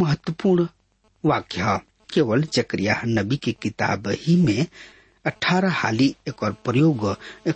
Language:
Bhojpuri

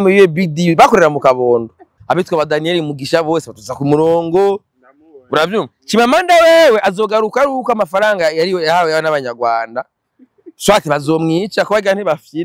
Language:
Rundi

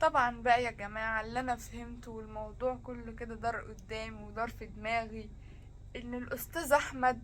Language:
Egyptian Arabic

